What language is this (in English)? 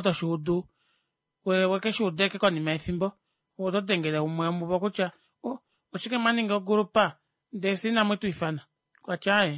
Kuanyama